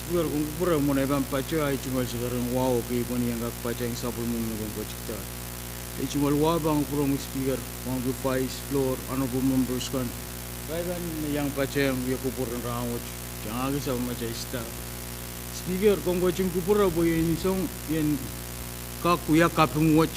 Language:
Pohnpeian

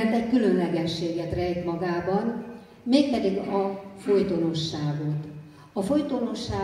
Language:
Hungarian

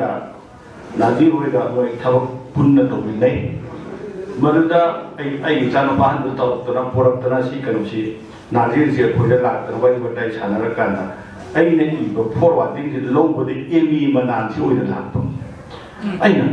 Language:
Manipuri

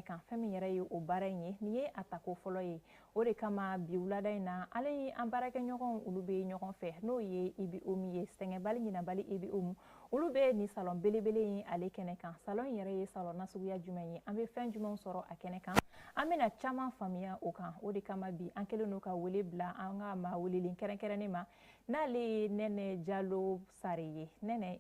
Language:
Bambara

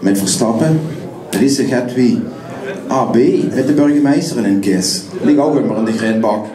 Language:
Limburgish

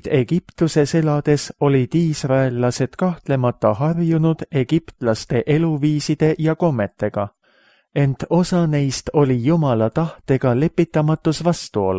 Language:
Estonian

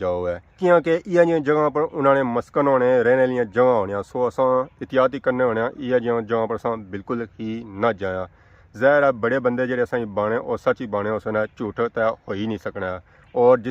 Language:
Pahari-Potwari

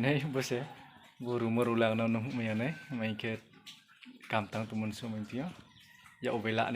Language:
Riang (India)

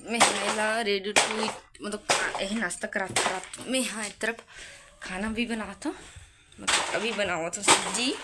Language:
Chhattisgarhi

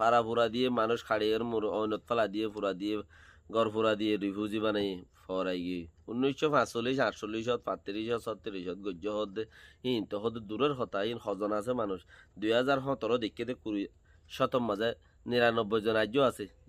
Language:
Rohingya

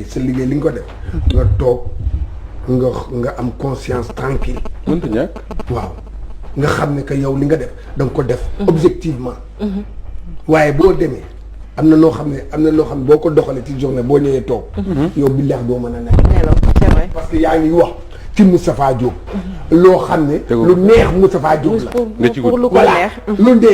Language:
Wolof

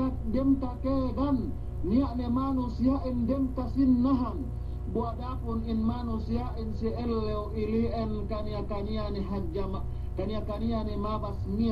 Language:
Yakan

